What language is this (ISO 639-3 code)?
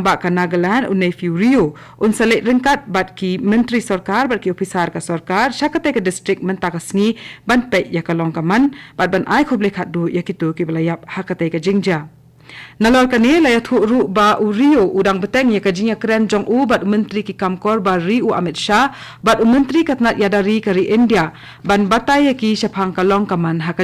kha